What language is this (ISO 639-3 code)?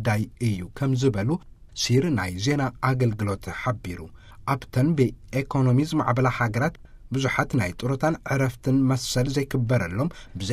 tir